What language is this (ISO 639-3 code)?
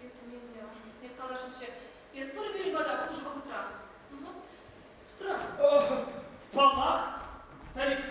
chv